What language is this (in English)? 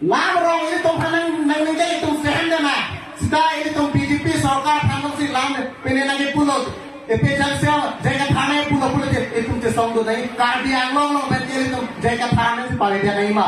Karbi